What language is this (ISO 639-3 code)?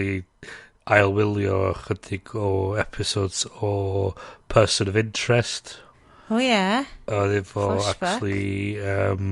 cym